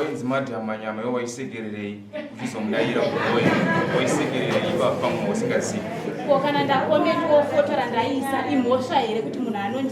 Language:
Shona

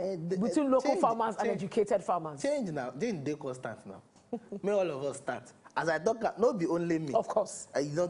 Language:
Nigerian Pidgin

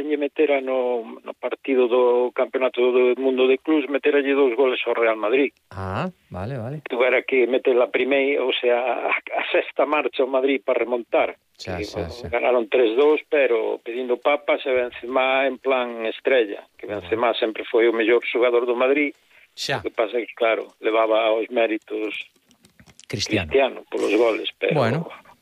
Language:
Galician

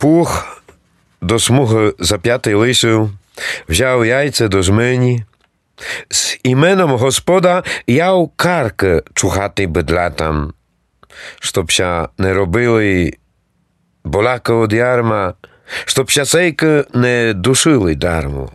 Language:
Rusyn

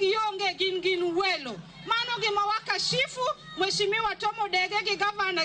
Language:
Luo (Kenya and Tanzania)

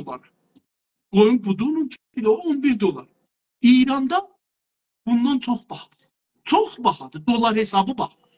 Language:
South Azerbaijani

